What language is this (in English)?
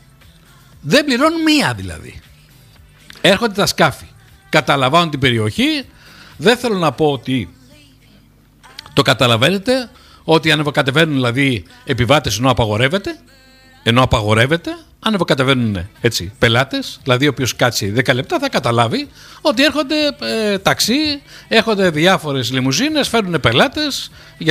Greek